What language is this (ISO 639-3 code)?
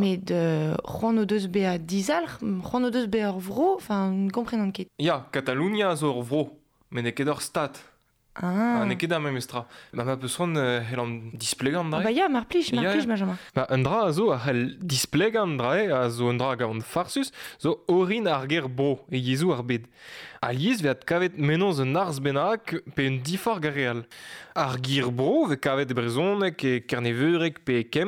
bre